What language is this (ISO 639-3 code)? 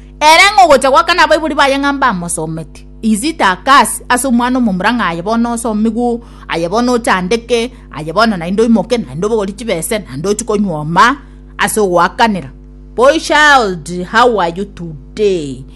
guz